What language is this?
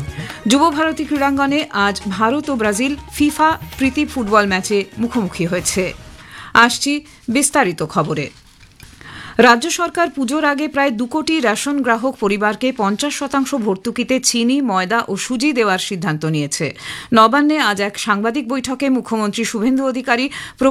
Bangla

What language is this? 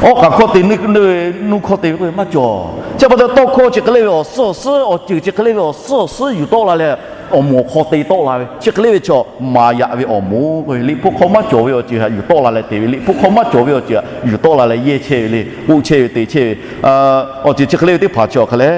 Lahu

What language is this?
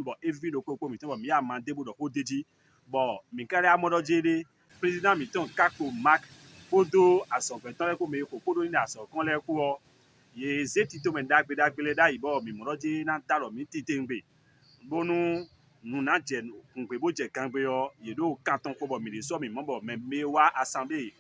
Fon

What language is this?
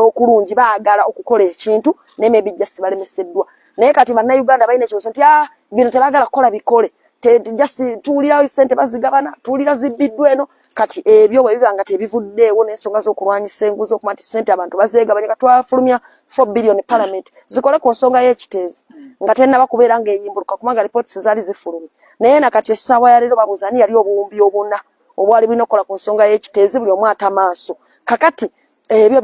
Ganda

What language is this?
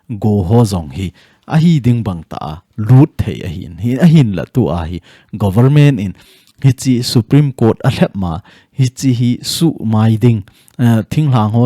Thado Chin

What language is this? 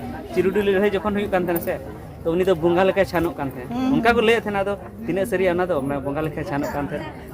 Santali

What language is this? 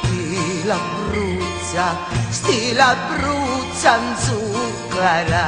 Sicilian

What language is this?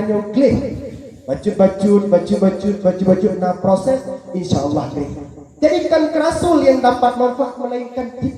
Achinese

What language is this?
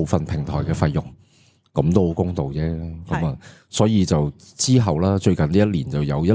Cantonese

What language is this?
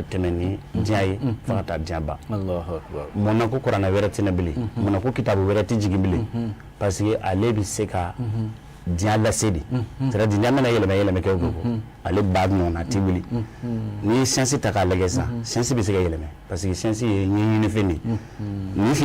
Bambara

